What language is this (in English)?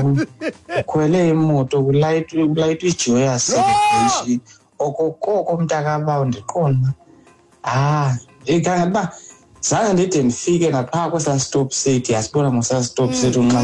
Xhosa